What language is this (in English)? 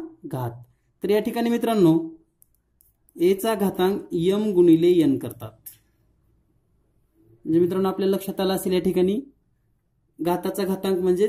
Marathi